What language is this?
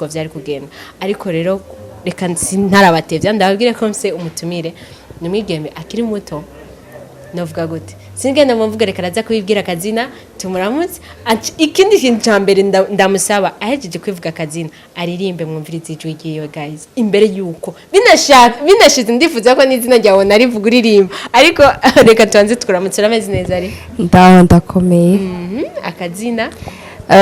Rundi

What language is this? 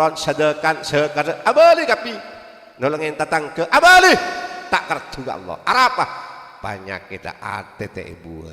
Madurese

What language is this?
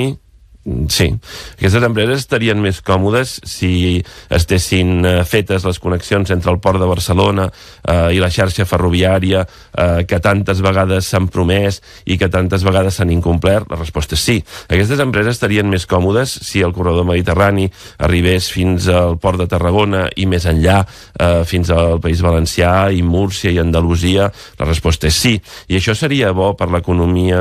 Catalan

